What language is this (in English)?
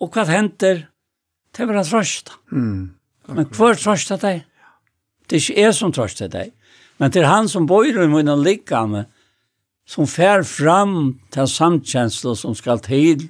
Faroese